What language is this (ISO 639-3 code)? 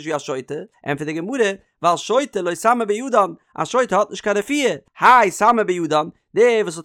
yid